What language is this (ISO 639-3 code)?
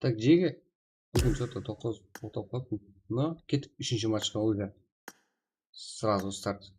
kaa